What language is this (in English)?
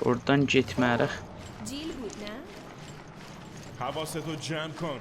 South Azerbaijani